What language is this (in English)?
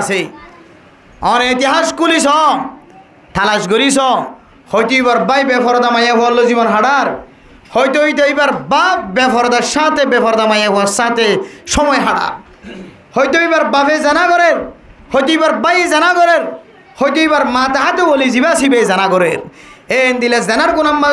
Rohingya